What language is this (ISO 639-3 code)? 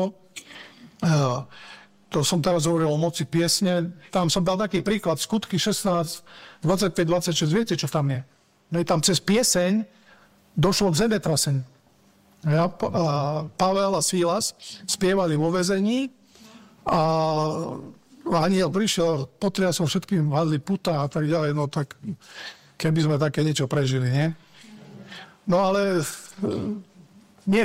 slk